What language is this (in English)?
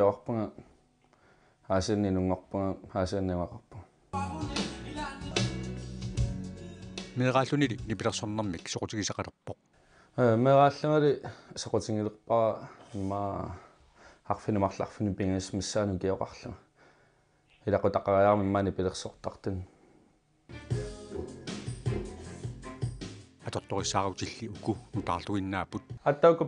Kalaallisut